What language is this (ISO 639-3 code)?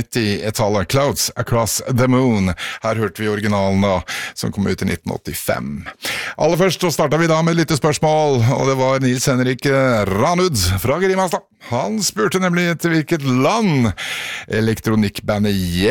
nor